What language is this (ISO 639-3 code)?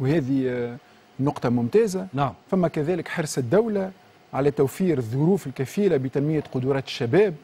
aeb